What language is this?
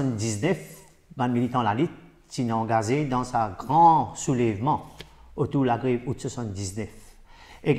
Morisyen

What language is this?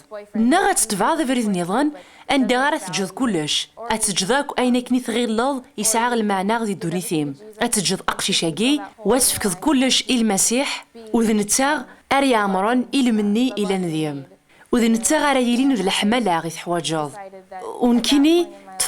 Kabyle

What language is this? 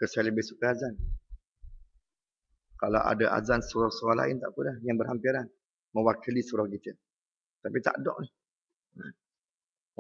Malay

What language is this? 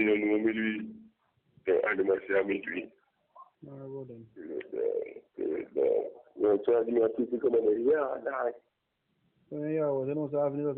Jamaican Creole English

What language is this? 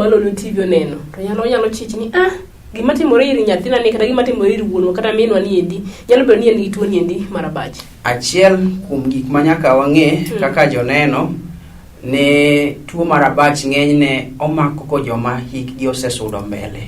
Luo (Kenya and Tanzania)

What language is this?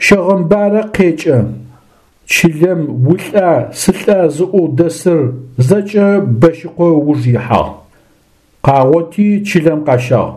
Adyghe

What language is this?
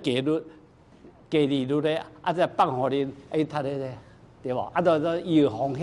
Min Nan Chinese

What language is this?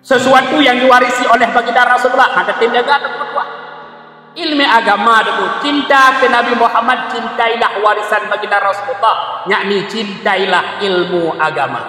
Achinese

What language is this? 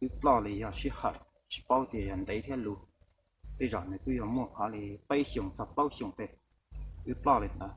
Hmong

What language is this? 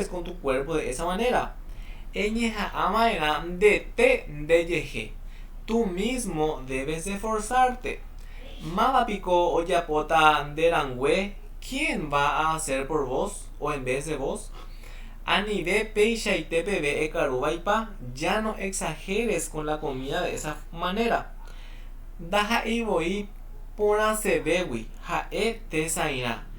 Guarani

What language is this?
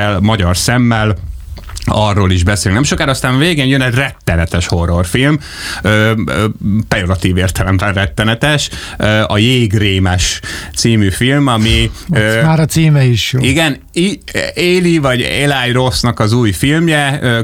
Hungarian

